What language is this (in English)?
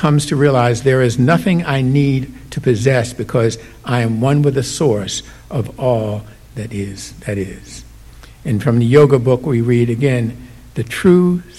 English